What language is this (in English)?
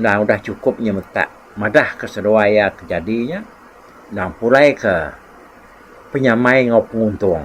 Iban